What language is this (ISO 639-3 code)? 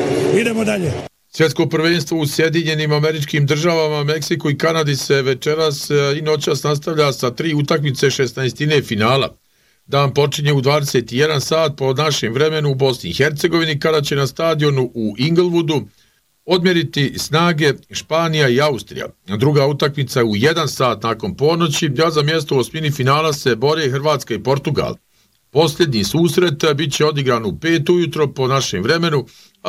bos